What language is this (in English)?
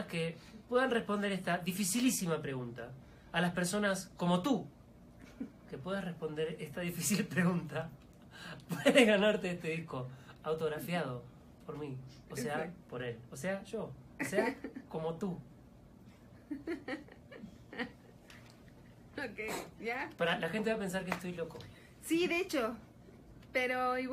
Spanish